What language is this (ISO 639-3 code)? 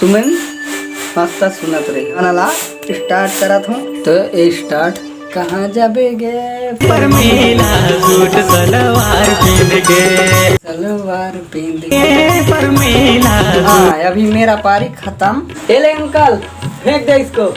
hne